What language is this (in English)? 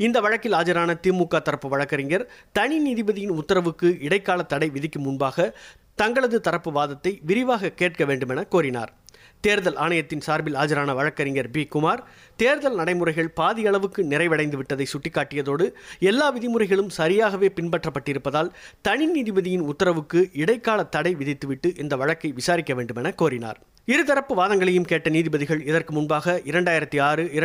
Tamil